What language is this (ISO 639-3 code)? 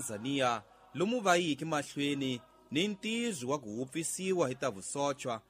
tso